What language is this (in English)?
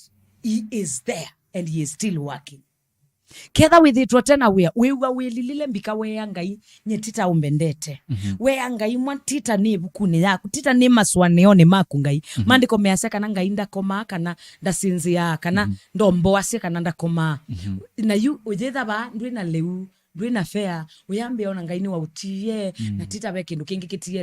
Kamba